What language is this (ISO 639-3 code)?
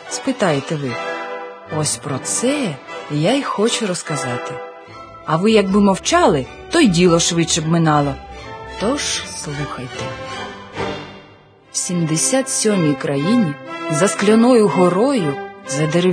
ukr